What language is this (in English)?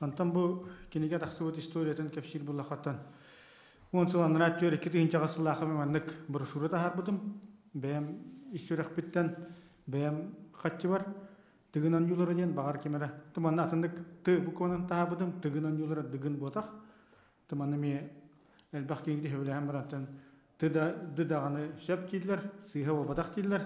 Yakut